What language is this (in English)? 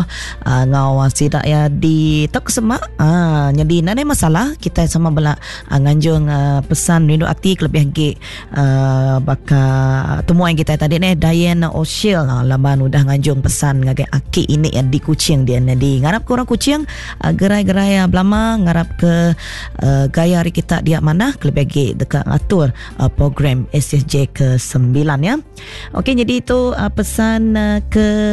Iban